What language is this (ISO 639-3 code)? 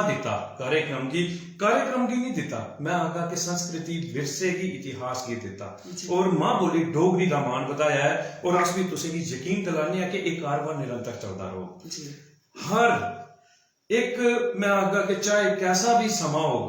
doi